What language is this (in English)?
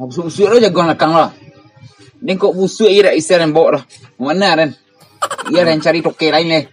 Minangkabau